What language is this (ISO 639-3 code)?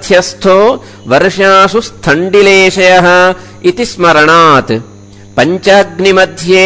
san